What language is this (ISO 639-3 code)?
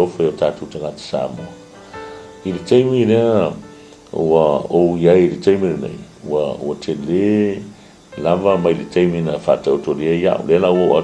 smo